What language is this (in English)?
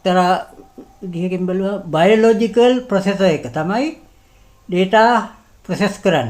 Sinhala